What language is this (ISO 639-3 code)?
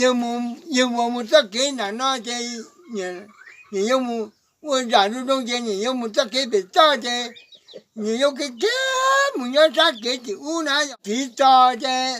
hmn